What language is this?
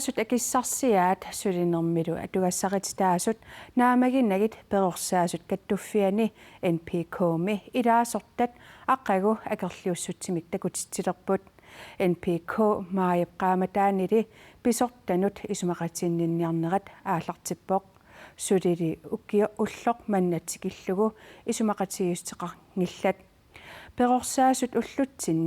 Kalaallisut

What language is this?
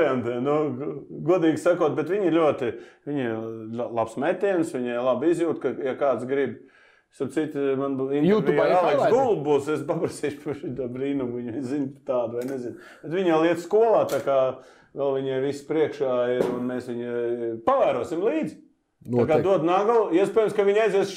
Latvian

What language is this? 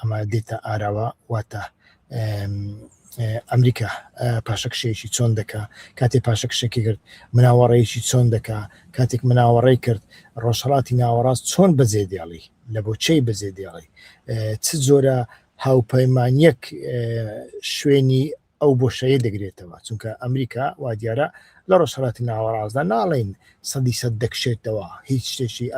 Central Kurdish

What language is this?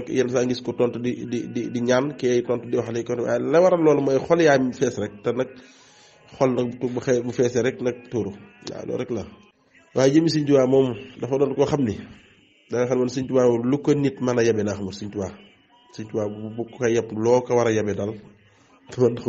Wolof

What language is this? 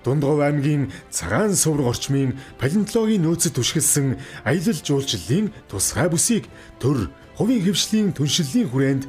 Mongolian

